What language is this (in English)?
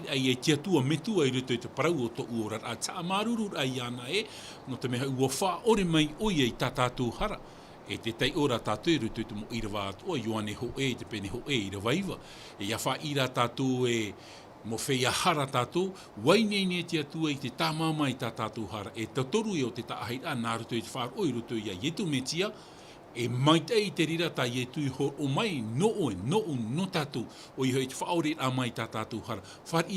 Tahitian